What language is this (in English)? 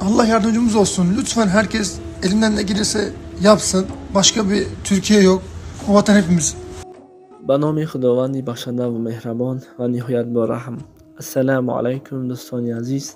Tajik